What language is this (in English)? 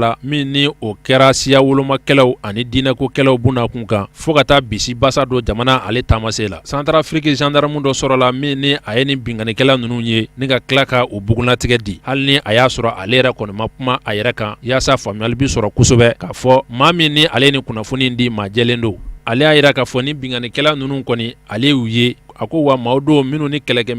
Bambara